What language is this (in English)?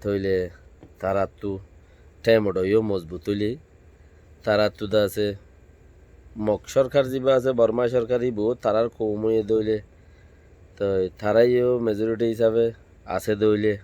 Rohingya